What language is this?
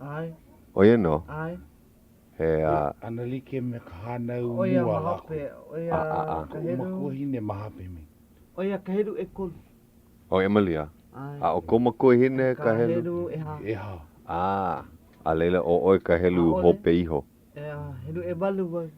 Hawaiian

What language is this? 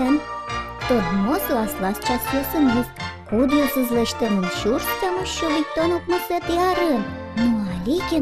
Udmurt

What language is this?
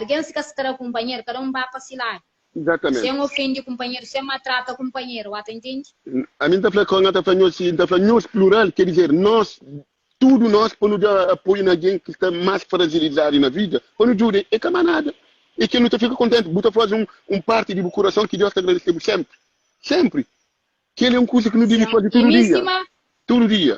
Kabuverdianu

